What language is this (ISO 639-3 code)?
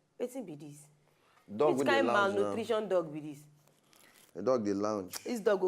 pcm